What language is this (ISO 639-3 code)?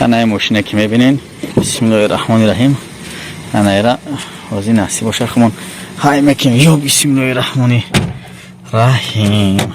tgk